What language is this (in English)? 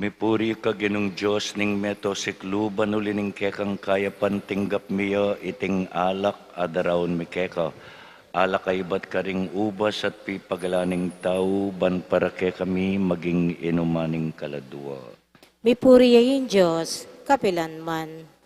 Pampanga